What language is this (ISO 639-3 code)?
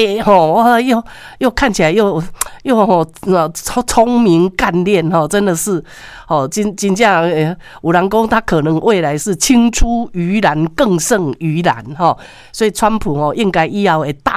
nan